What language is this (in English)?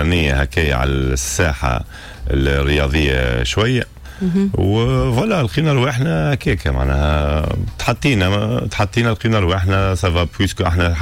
Tunisian Arabic